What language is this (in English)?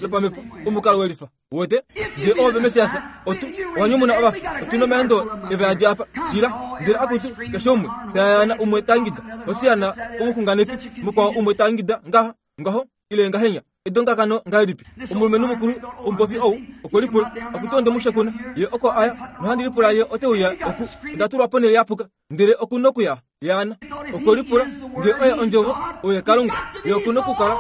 Kuanyama